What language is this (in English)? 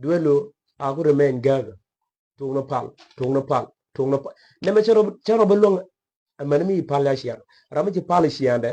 Nuer